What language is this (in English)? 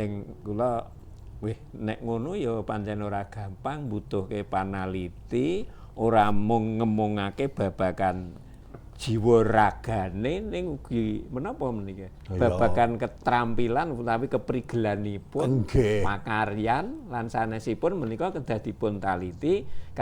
Javanese